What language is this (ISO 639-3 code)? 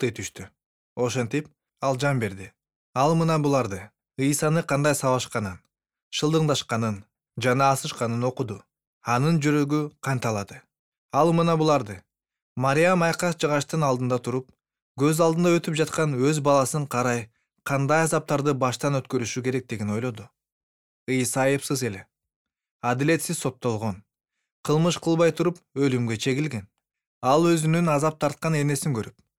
kir